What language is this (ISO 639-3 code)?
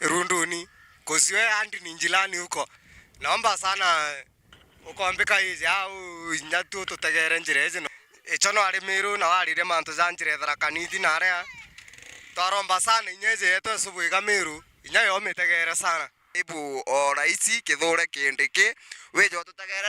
mer